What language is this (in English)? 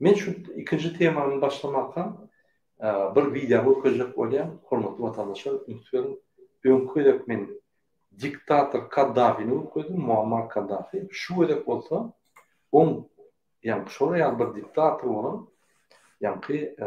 Turkmen